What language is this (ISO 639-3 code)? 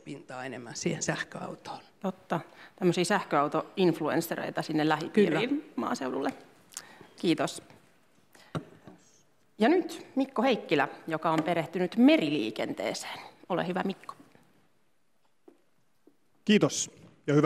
fin